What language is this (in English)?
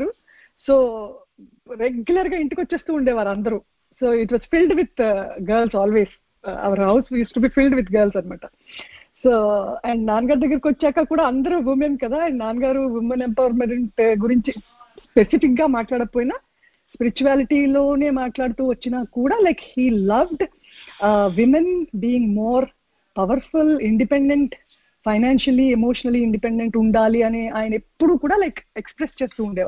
Telugu